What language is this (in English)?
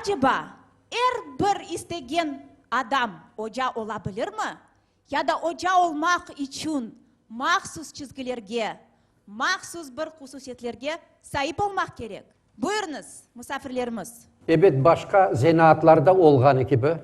Crimean Tatar